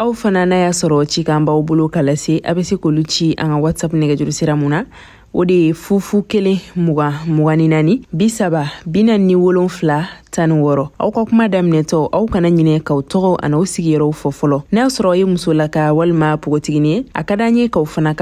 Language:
Bambara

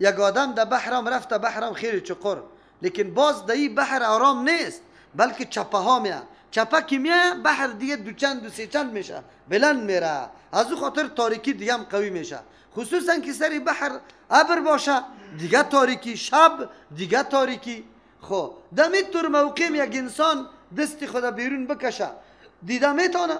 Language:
Persian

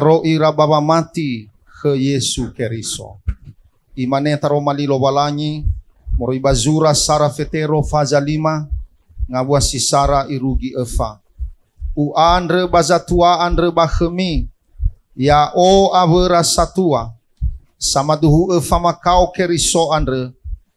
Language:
Nias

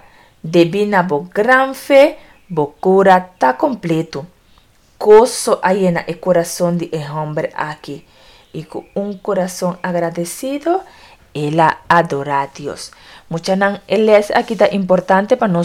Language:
Papiamento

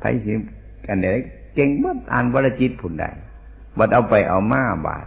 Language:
Northeastern Thai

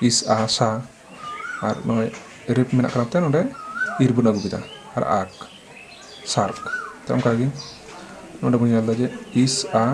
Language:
Santali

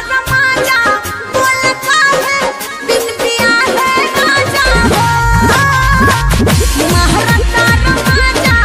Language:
Bhojpuri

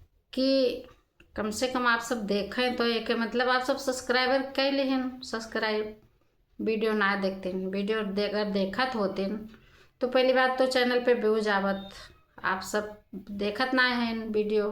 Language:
Awadhi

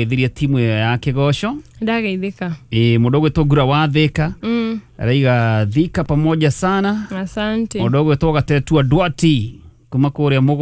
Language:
Kikuyu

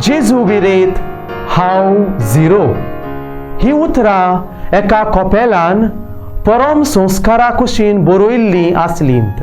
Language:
Konkani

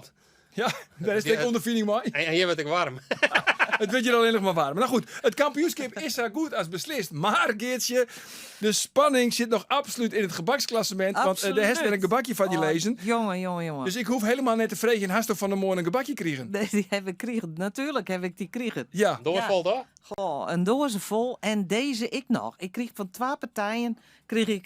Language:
Western Frisian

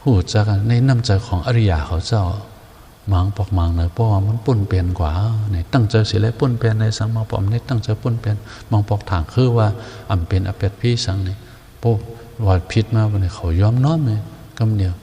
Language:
Shan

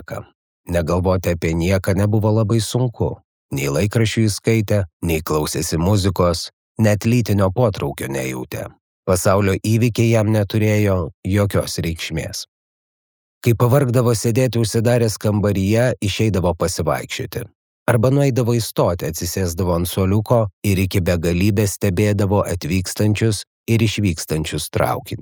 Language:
Lithuanian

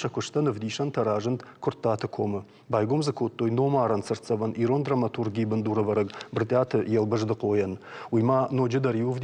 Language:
Ossetic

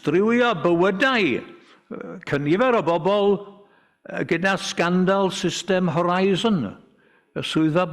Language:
Welsh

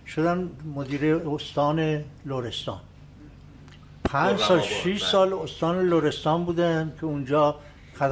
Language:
Persian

